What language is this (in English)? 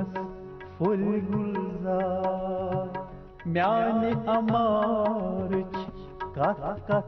Kashmiri